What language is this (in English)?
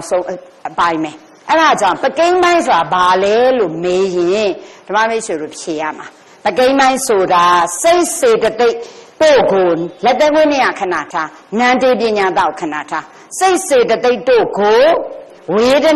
Burmese